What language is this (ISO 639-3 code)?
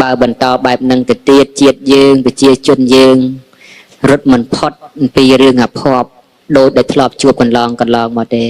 khm